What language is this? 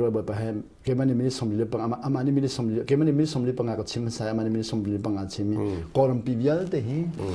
Hakha Chin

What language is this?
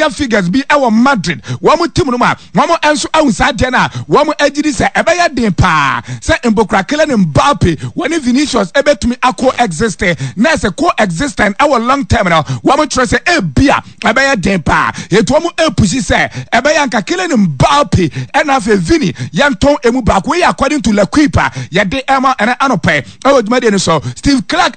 Akan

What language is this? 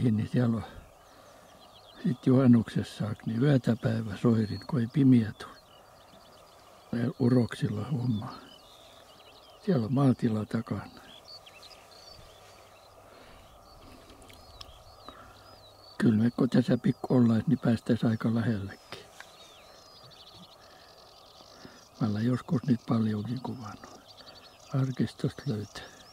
Finnish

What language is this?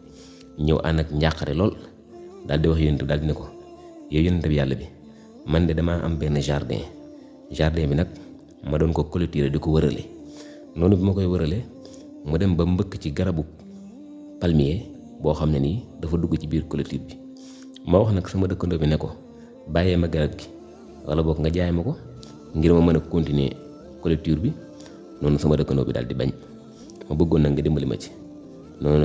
Wolof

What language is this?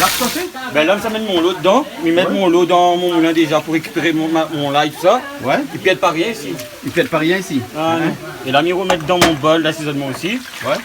Réunion Creole French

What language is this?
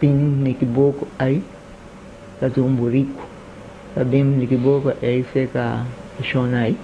Papiamento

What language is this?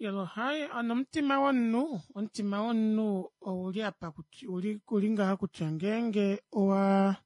Kuanyama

